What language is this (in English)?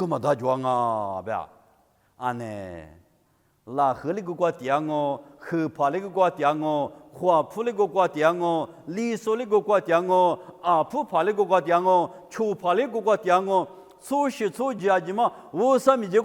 Lisu